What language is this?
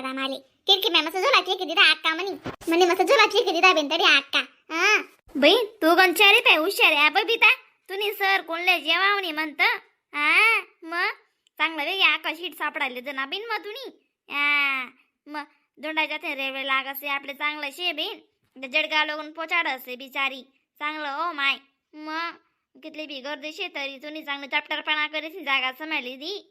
Khandesi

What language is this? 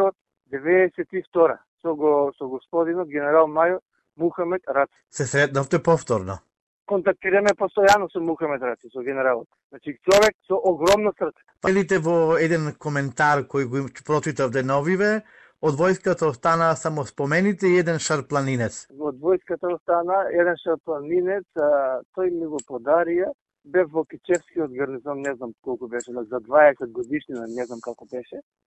Macedonian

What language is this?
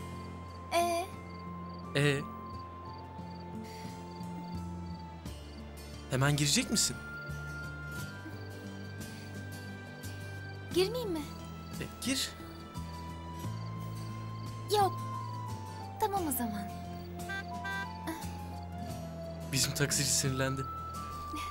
Turkish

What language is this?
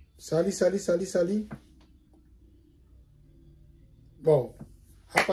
Swahili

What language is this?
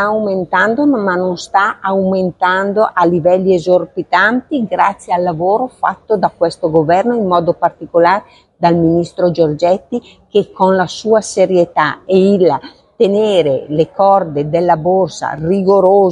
Italian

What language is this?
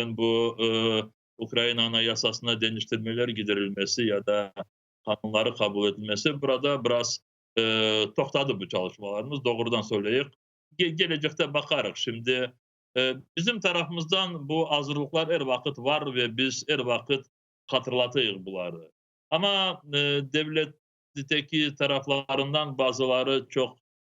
Crimean Tatar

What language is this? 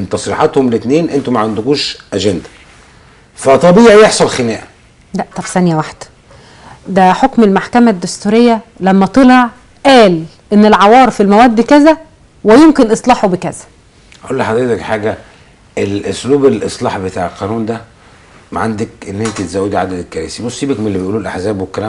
Egyptian Arabic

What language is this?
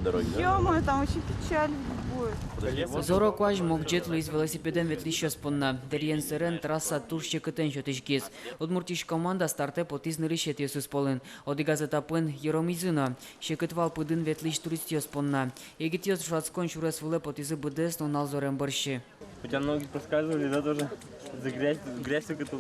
Udmurt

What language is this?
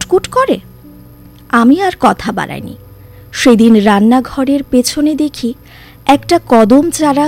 Bangla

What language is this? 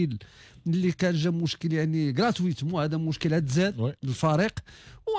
Moroccan Arabic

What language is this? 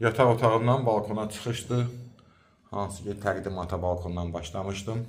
Azerbaijani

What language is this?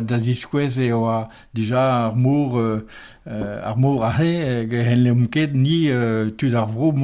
Breton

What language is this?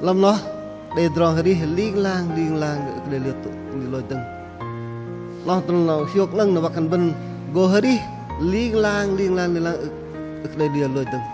Bahnar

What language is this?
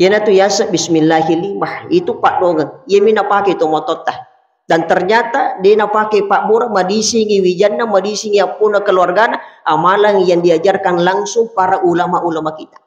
Buginese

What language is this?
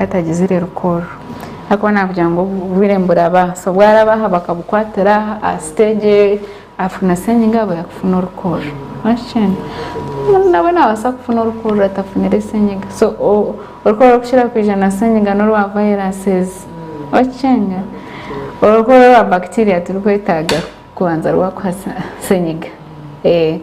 Nyankole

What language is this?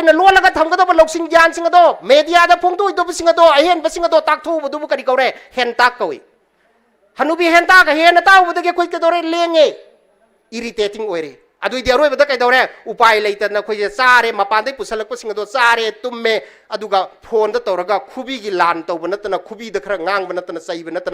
Manipuri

